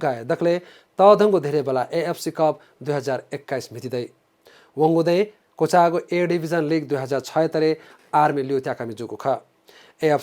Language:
Newari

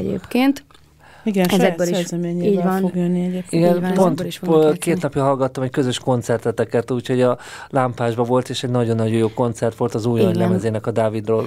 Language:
Hungarian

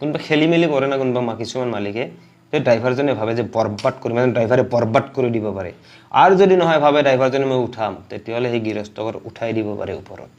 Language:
Assamese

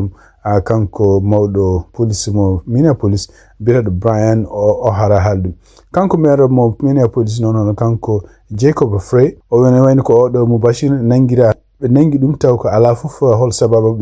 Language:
Fula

